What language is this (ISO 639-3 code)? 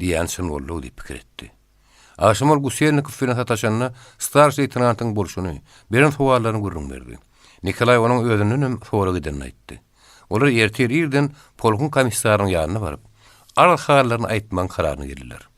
tuk